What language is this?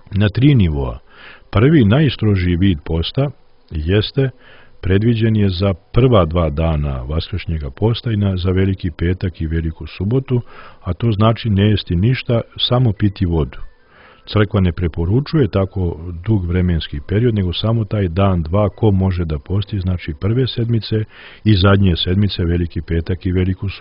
Croatian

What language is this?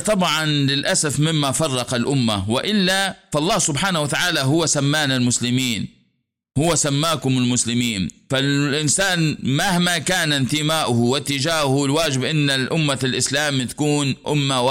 Arabic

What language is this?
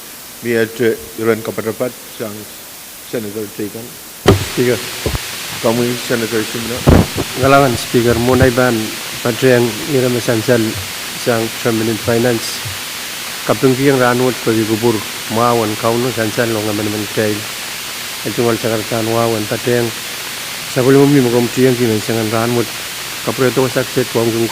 Pohnpeian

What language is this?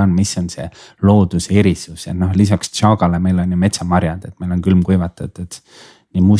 Estonian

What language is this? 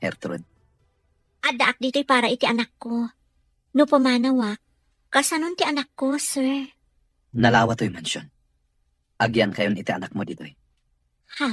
Iloko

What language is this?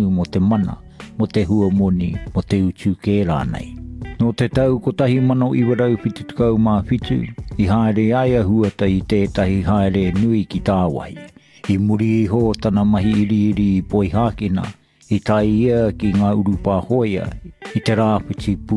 Māori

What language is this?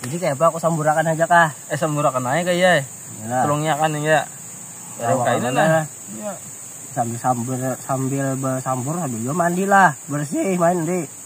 Banjar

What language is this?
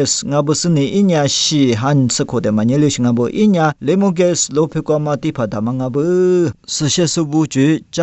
Lisu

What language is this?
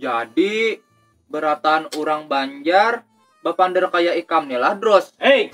Banjar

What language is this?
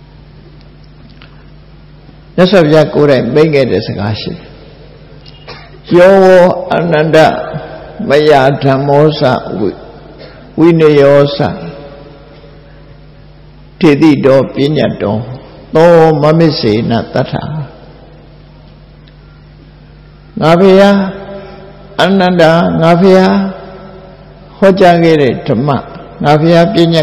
Burmese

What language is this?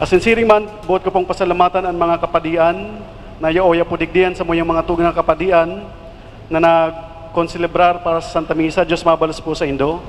Bikol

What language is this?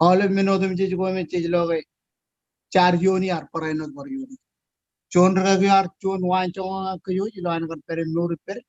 Marshallese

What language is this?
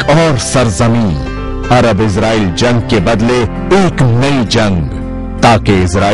Urdu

